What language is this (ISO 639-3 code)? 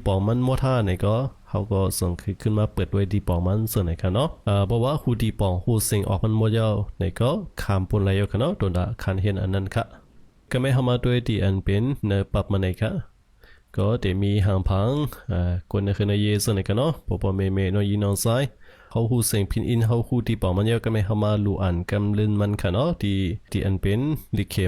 shn